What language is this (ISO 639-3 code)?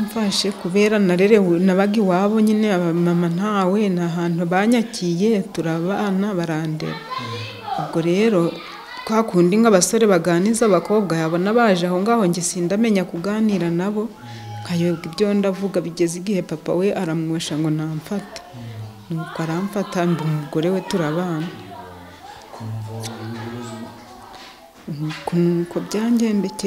kin